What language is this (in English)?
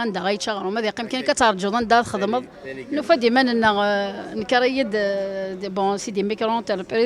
Kabyle